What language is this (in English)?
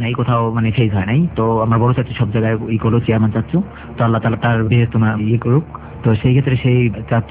Bangla